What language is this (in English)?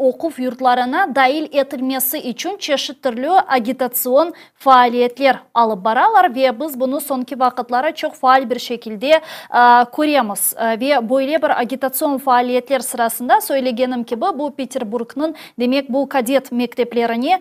Crimean Tatar